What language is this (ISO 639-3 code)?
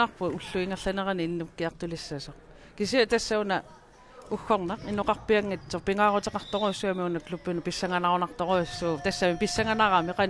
kal